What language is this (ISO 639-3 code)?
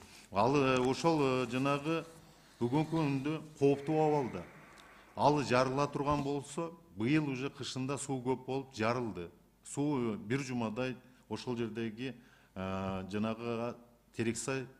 kir